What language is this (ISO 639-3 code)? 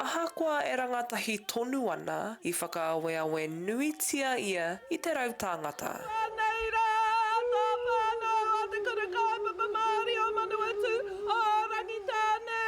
mri